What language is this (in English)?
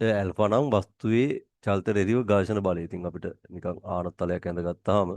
Sinhala